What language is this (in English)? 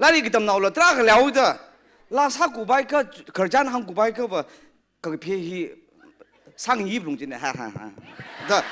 Tangkhul Naga (India)